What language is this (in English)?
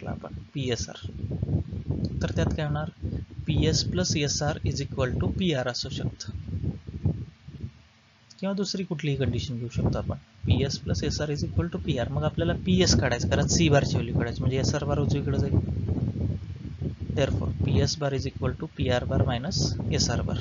Marathi